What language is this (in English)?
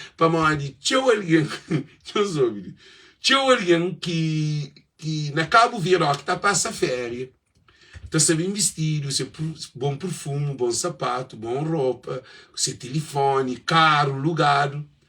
Kabuverdianu